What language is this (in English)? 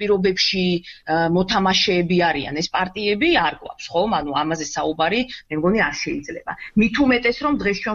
Georgian